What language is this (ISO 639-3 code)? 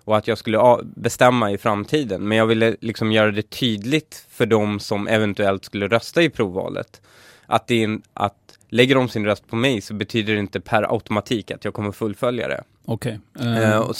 swe